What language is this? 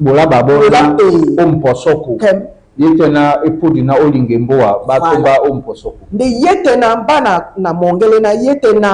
Duala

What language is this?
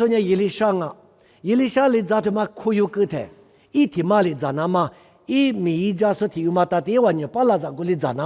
Lisu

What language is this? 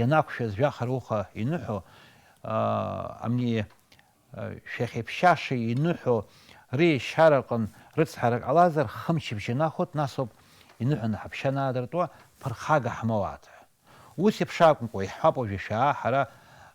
Abkhazian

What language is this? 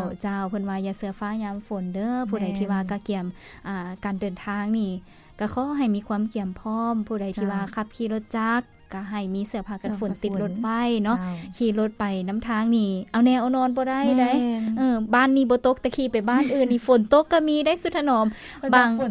Lao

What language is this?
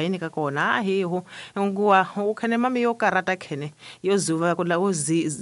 Tsonga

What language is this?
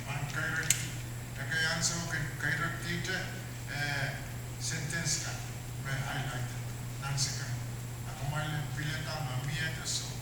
Pohnpeian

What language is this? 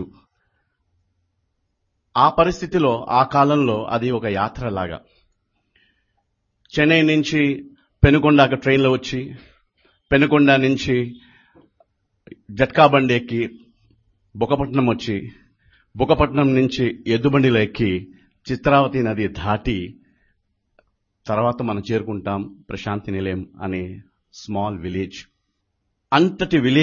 Telugu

